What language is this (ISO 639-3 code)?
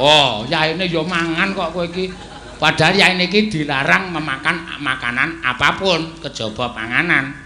jav